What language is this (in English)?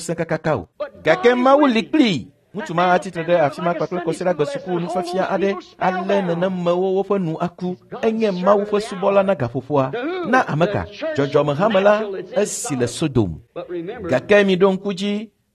Ewe